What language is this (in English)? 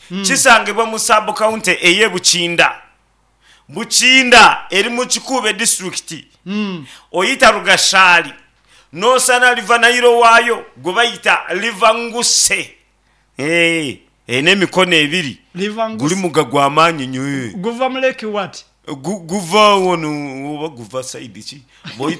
Nyankole